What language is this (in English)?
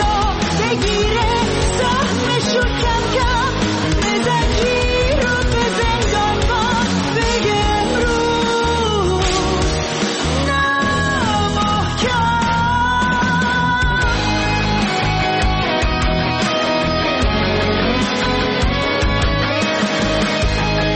Persian